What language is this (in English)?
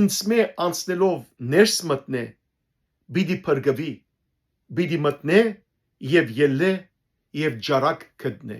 Western Armenian